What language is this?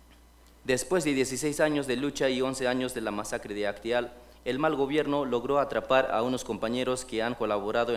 Spanish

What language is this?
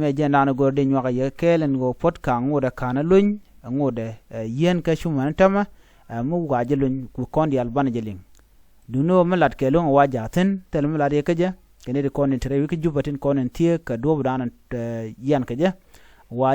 Nuer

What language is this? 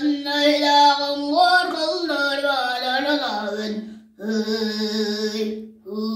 Tuvinian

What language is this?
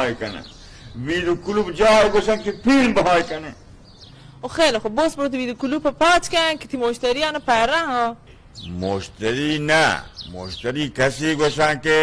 Baluchi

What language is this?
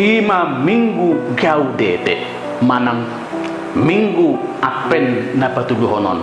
Batak Toba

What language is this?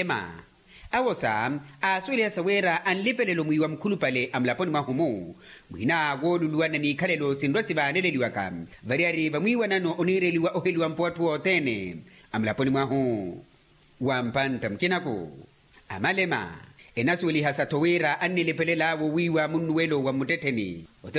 Makhuwa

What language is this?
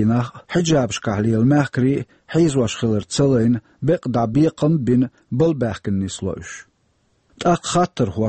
Chechen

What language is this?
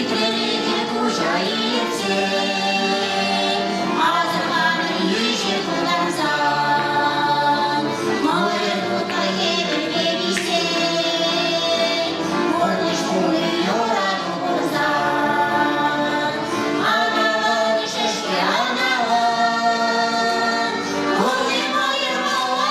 Chuvash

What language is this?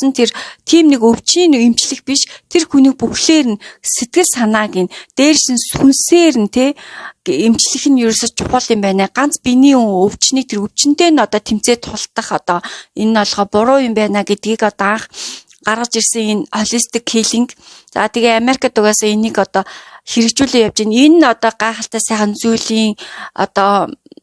Mongolian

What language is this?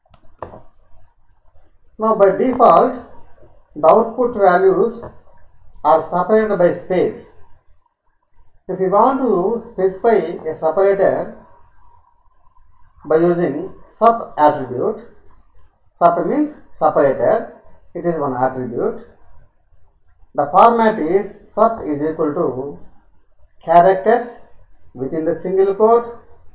English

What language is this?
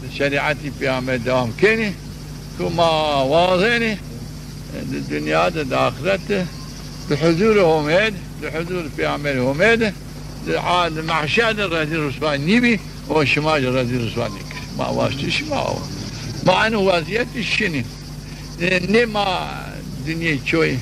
Zaza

